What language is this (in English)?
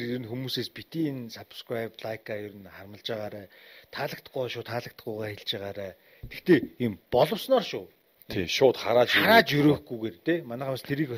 Mongolian